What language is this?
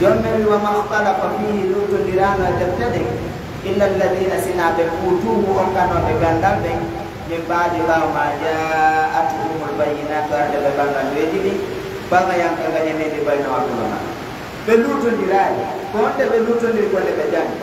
Fula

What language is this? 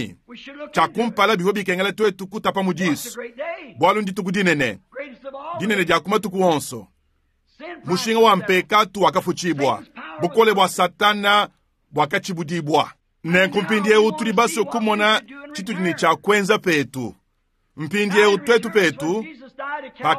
Luba-Lulua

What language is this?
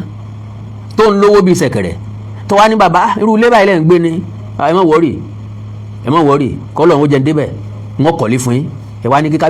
Yoruba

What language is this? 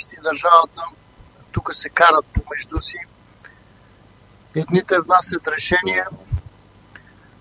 Bulgarian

